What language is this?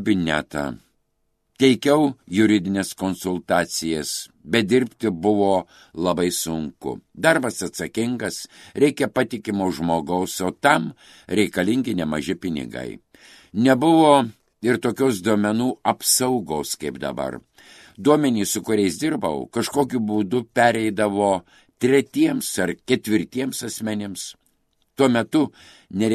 Lithuanian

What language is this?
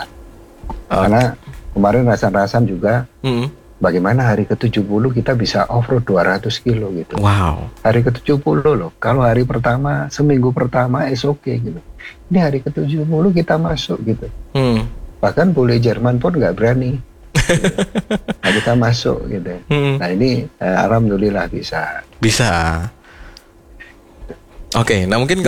Indonesian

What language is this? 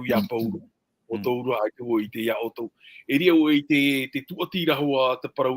Tahitian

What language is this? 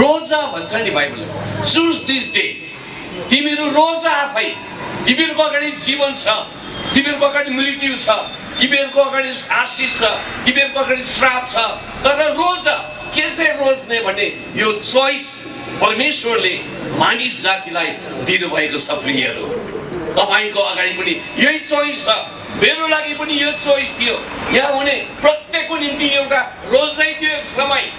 Nepali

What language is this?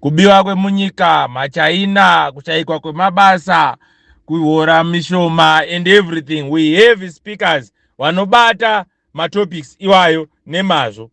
Shona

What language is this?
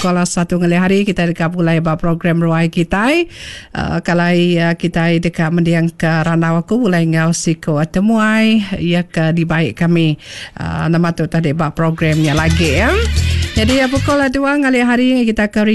Iban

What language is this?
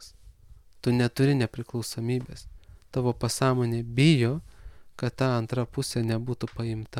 Lithuanian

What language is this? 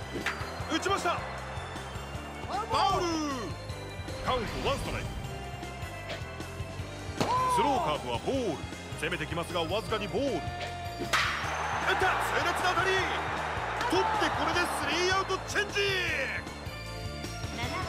Japanese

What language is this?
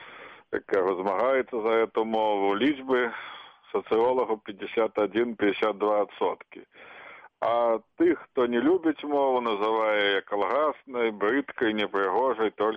Belarusian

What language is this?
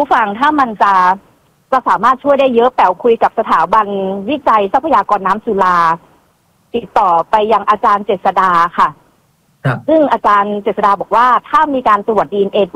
Thai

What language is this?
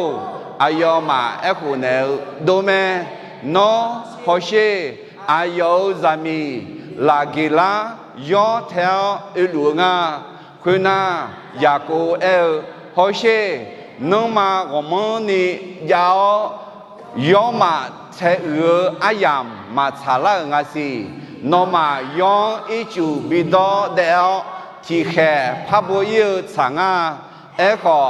Akha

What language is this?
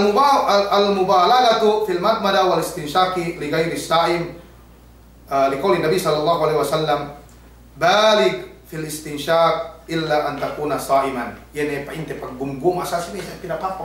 Yakan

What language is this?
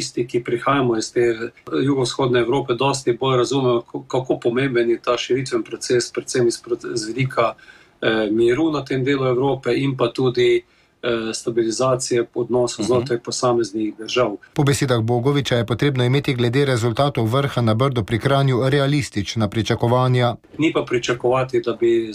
Slovenian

